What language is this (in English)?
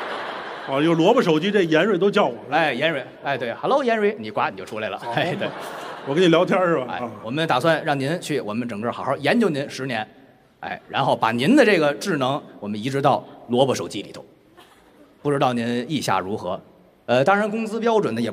Chinese